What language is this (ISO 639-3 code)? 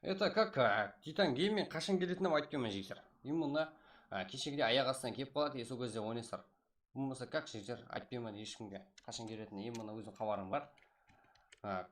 kaa